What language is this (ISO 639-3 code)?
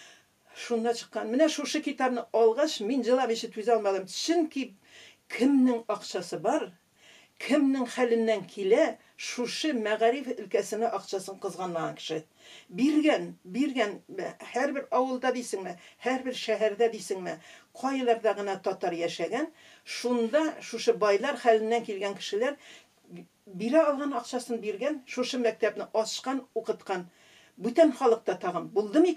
tat